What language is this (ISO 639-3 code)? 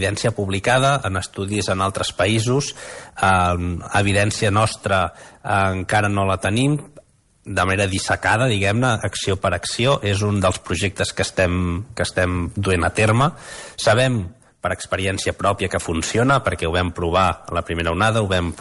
cat